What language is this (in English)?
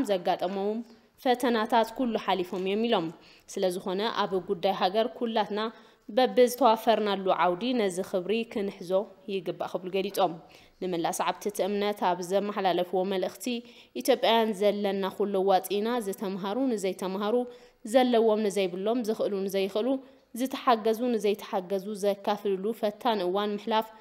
Tigrinya